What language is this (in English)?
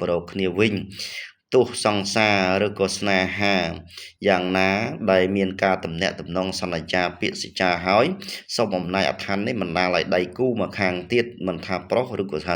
Khmer